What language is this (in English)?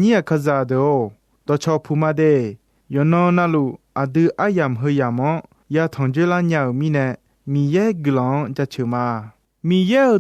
Akha